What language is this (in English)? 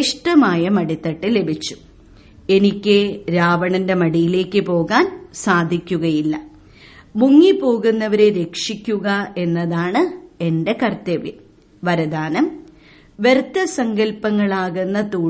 Malayalam